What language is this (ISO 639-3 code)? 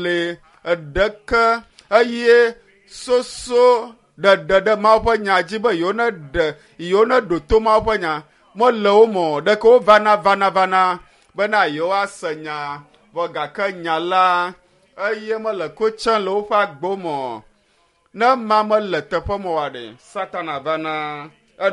ewe